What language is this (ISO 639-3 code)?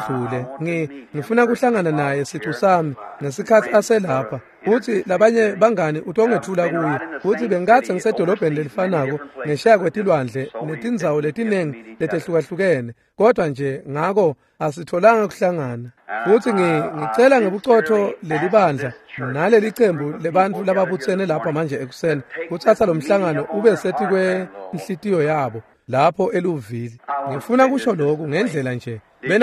ssw